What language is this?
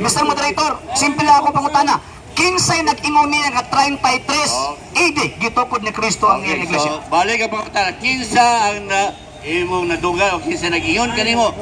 Cebuano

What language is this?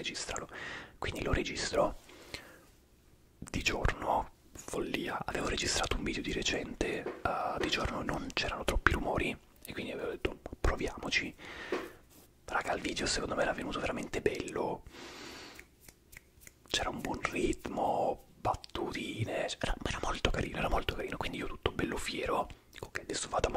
Italian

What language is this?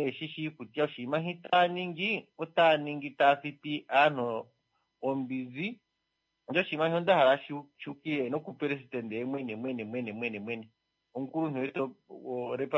Kuanyama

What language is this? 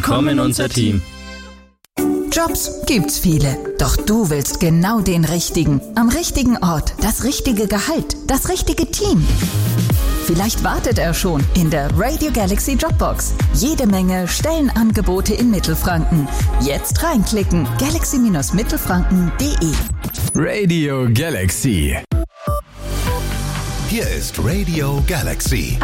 German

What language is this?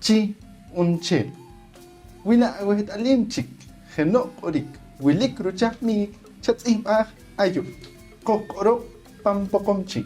Poqomchi'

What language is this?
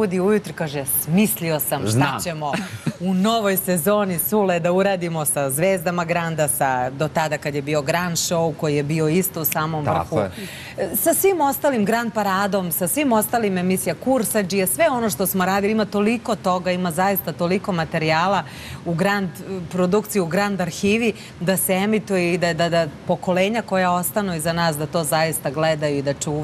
Serbian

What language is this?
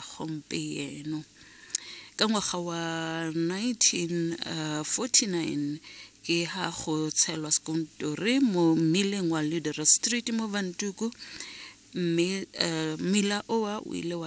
Tswana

